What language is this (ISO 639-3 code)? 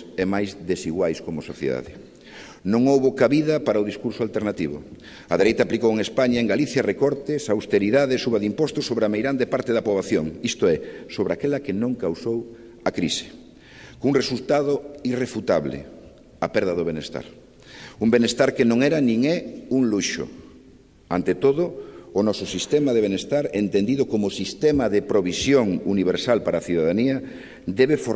glg